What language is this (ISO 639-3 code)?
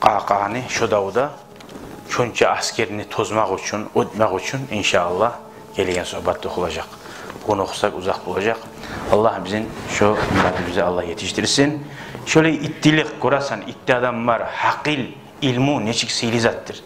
kum